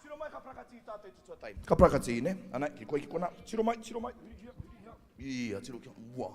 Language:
Māori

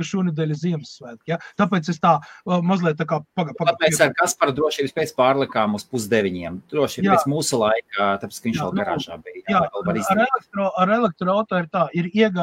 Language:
Latvian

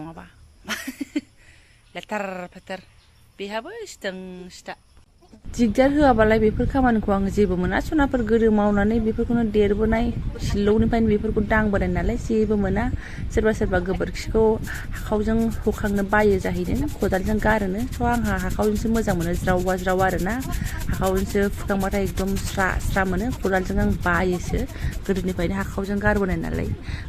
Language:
Bodo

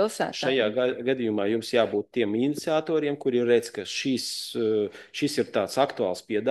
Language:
Latvian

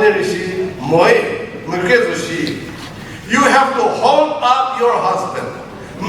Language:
Chokri Naga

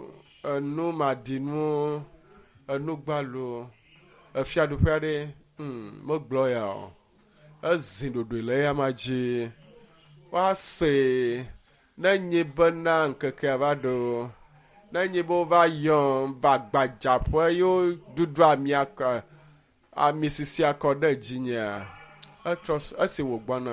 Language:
Ewe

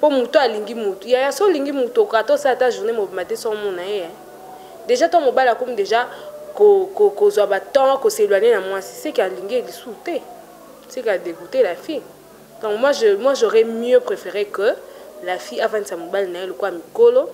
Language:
Lingala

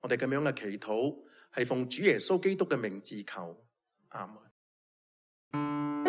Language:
Cantonese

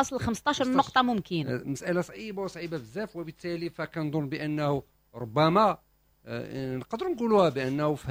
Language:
Moroccan Arabic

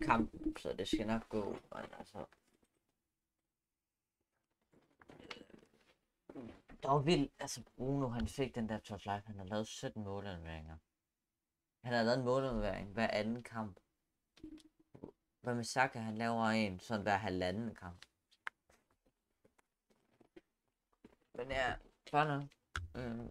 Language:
Danish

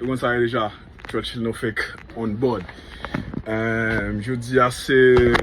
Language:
Haitian Creole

